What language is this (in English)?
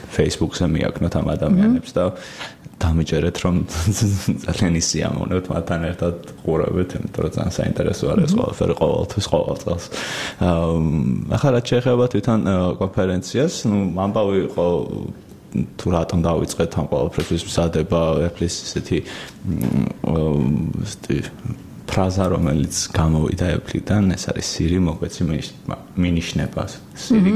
Georgian